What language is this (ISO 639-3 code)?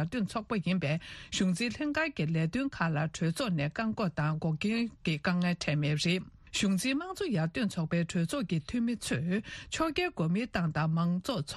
bod